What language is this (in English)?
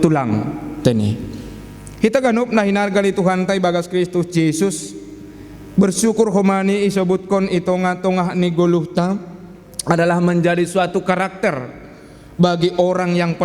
Batak Simalungun